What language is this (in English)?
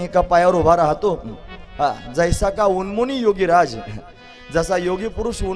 Marathi